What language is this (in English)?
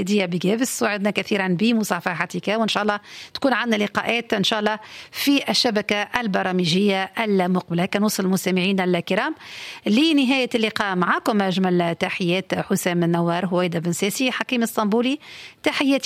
Tunisian Arabic